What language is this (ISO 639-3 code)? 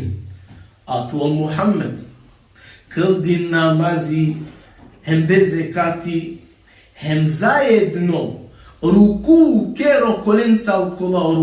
rmn